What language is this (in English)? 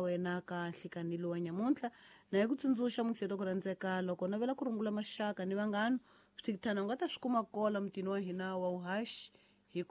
Tsonga